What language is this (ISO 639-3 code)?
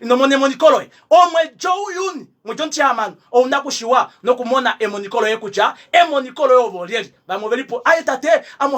kua